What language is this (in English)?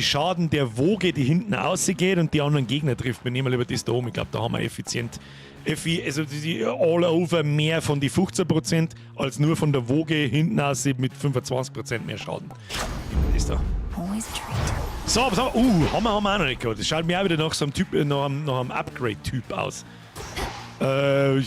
Bavarian